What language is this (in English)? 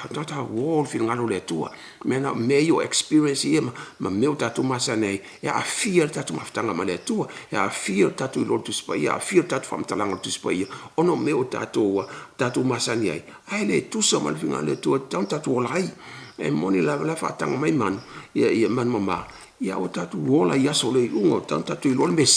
Samoan